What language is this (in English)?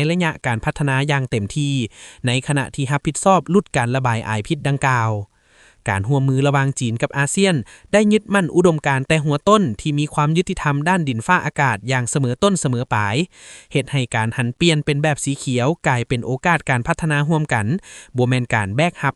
Lao